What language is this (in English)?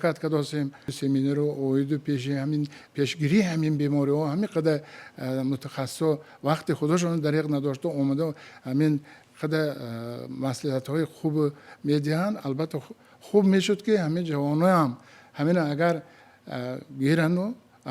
Tajik